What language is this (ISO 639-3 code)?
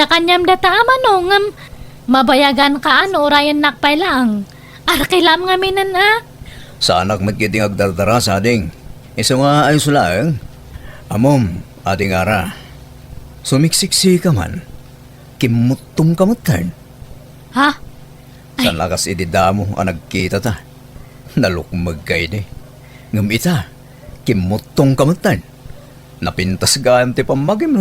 ilo